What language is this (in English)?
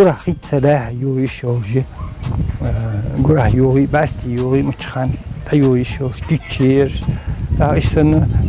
Ingush